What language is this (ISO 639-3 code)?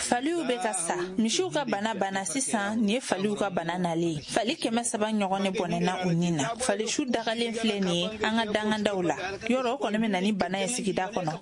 bam